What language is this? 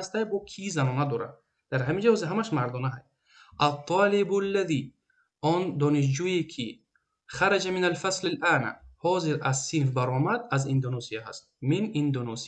Tajik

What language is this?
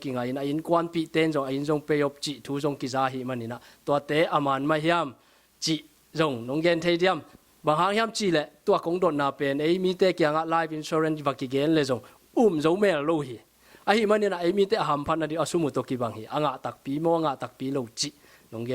Tedim Chin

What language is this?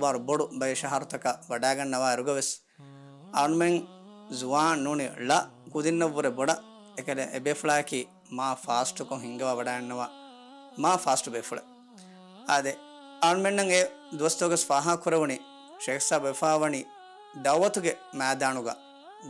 Divehi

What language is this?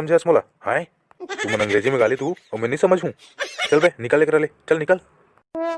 Chhattisgarhi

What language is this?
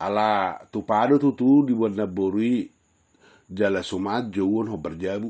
Batak Toba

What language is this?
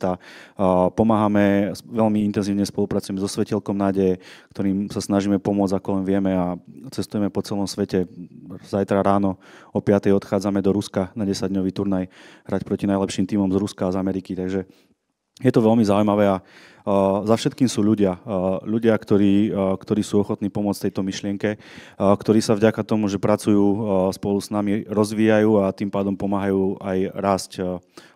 Slovak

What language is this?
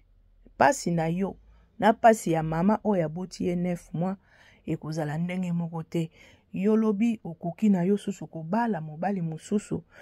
Lingala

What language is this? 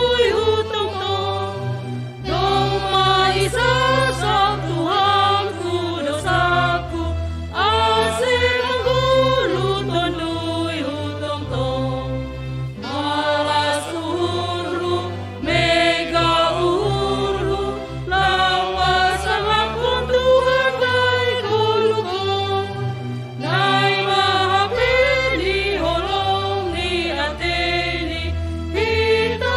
Batak Simalungun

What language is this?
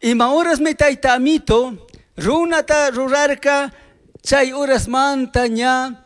Chimborazo Highland Quichua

